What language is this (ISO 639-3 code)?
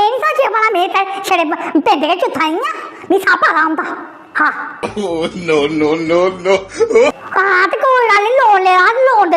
doi